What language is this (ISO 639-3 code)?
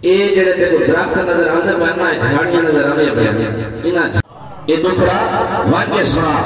skr